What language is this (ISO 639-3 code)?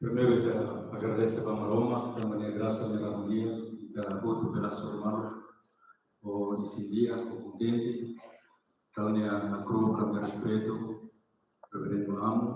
tet